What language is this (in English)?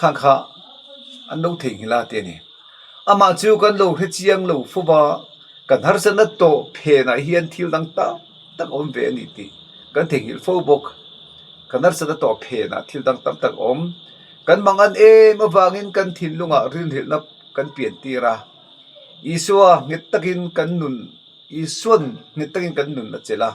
Mizo